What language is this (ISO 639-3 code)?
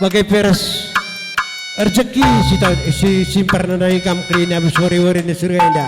btx